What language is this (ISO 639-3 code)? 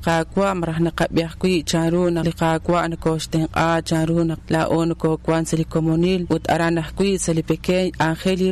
kek